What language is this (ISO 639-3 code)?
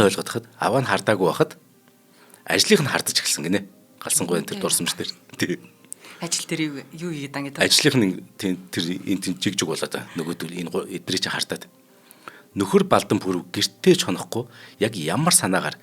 mon